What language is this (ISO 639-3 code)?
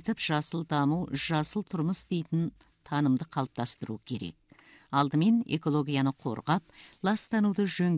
kaz